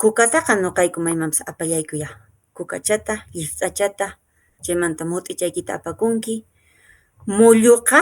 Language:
Quechua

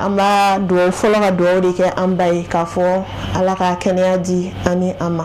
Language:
Bambara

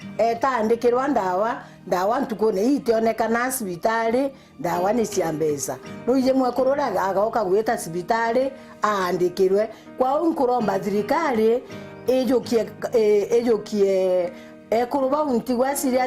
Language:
Meru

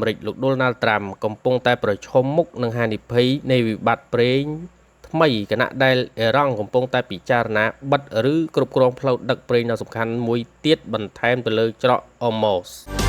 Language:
Khmer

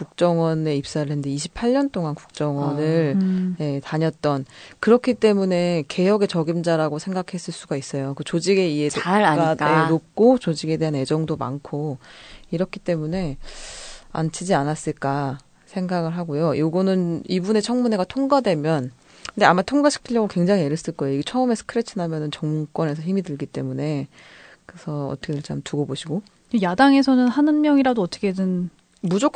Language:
Korean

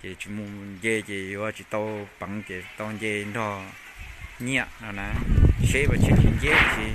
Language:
Hmong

